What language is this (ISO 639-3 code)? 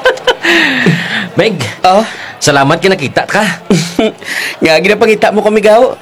krj